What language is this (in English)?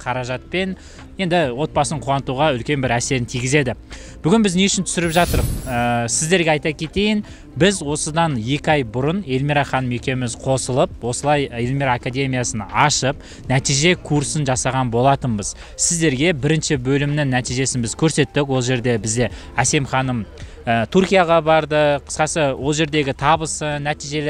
Kazakh